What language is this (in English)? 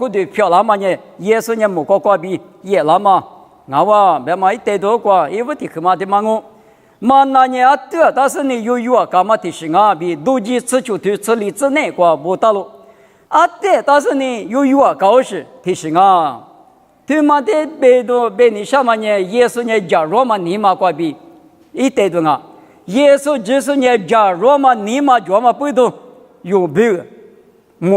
Lisu